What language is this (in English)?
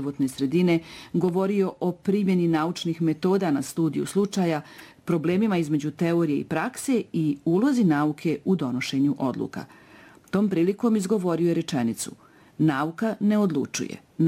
Bosnian